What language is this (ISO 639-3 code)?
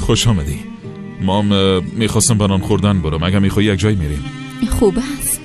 tgk